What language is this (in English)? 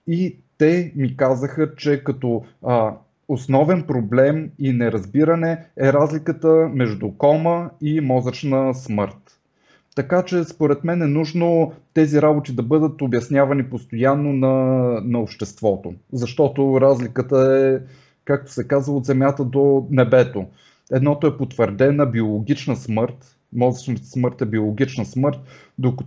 Bulgarian